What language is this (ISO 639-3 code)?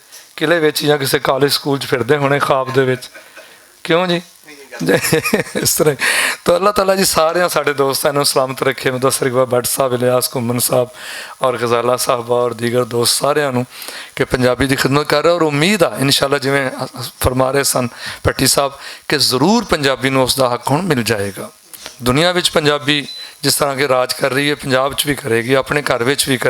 lah